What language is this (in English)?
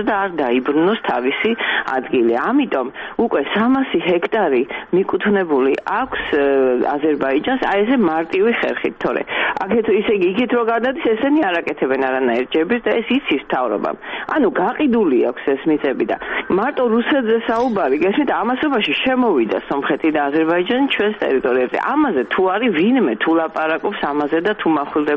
Georgian